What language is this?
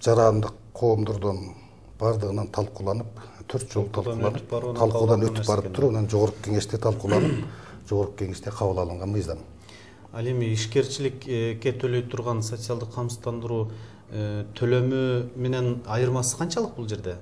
Kyrgyz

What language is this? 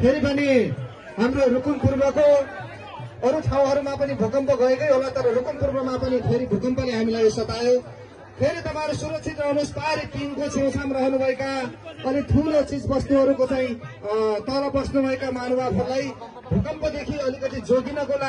Nepali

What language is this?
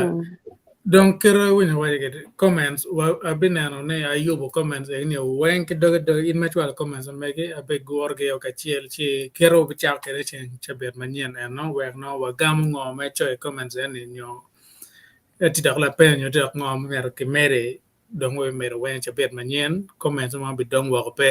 Acoli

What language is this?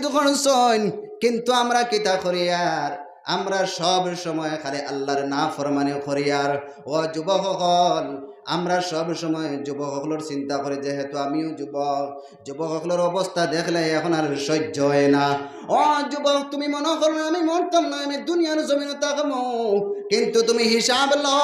Sylheti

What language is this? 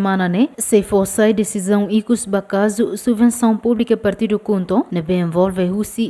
Tetum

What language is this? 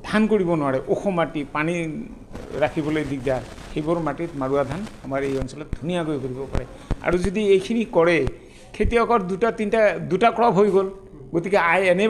Assamese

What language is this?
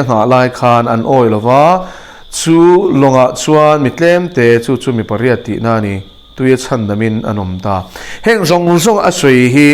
Mizo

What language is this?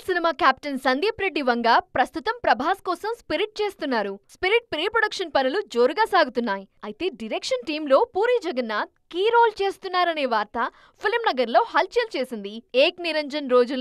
Telugu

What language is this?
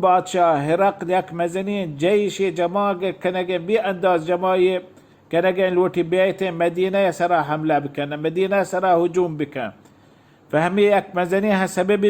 Baluchi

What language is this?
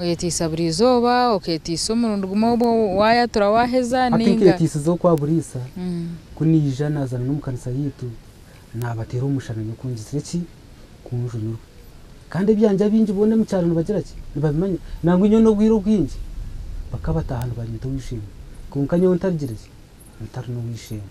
Nyankole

